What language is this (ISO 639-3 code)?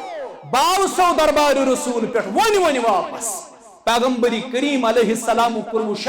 kas